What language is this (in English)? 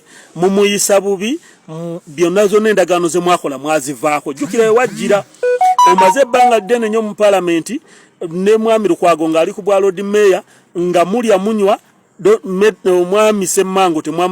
Ganda